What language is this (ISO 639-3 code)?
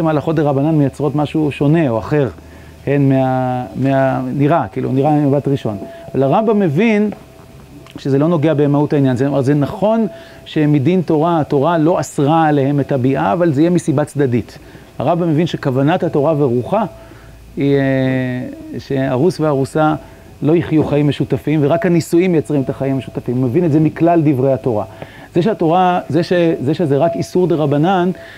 heb